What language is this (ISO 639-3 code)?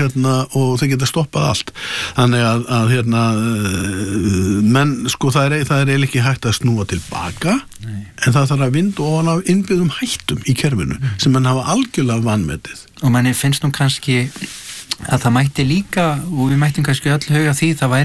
isl